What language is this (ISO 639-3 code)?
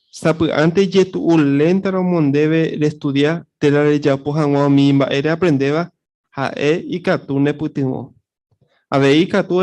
grn